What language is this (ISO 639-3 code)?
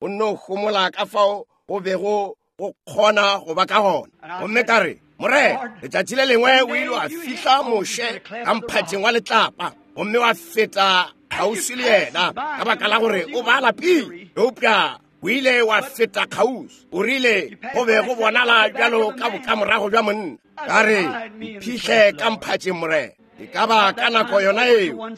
nso